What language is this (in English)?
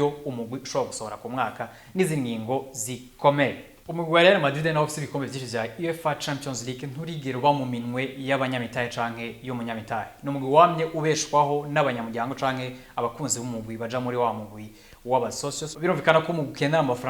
Rundi